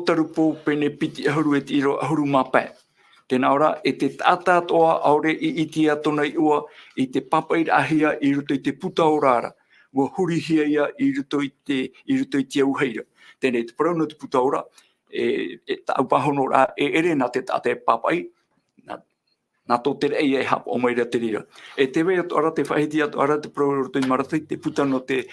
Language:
Tahitian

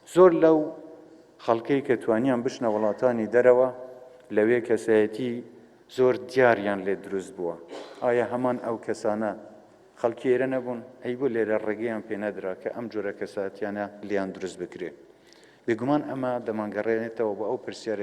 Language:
Central Kurdish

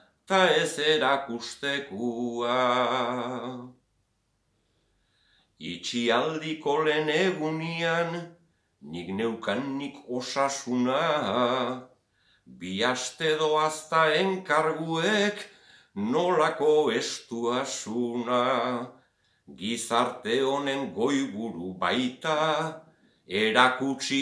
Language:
Basque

